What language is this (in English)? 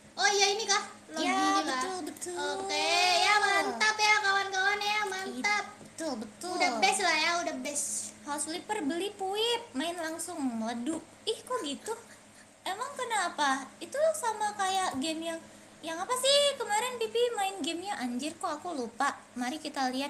Indonesian